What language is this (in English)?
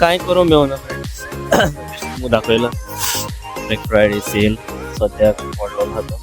Konkani